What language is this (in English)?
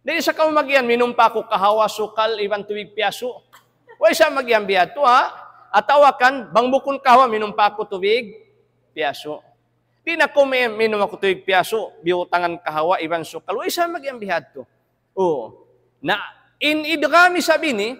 Tausug